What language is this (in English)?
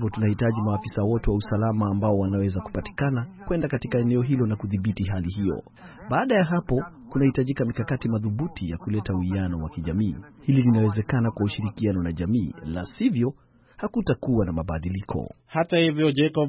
Swahili